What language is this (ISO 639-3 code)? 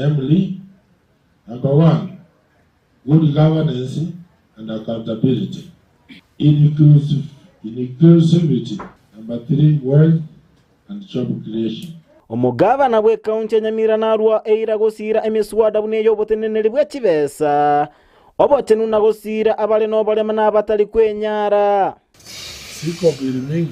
guz